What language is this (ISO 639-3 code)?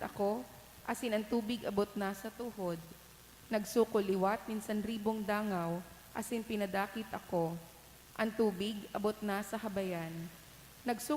bik